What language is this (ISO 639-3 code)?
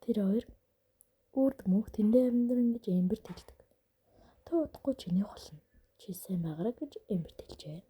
mon